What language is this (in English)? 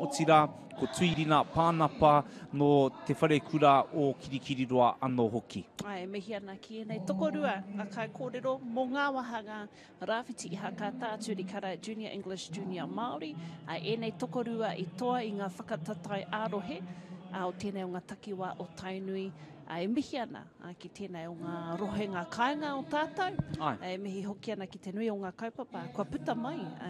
Māori